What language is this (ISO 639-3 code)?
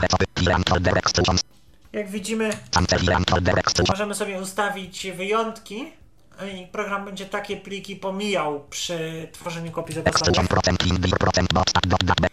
pol